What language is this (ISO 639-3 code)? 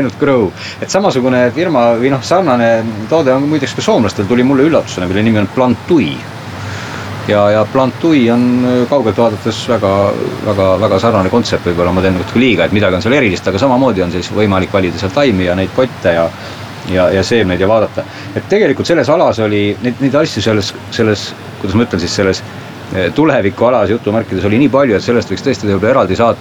est